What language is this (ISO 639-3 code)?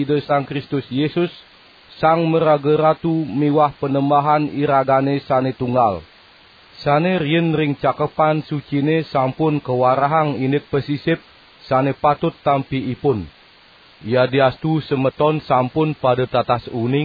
ban